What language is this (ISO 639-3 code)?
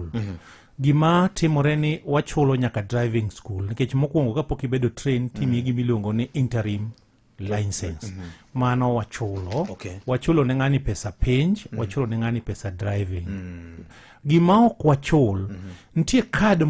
luo